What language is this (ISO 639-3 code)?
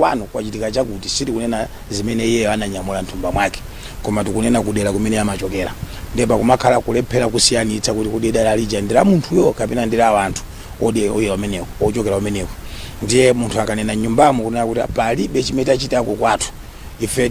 nya